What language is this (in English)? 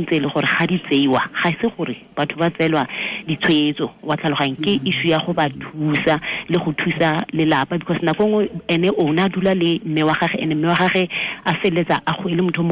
Tswana